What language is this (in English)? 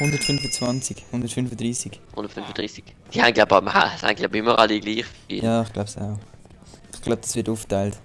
Swiss German